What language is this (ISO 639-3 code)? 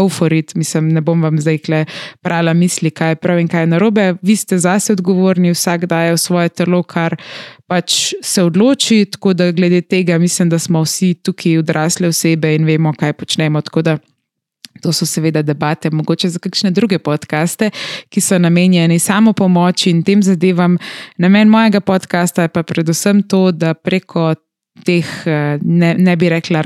slv